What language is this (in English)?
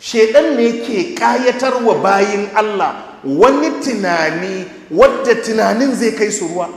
Hausa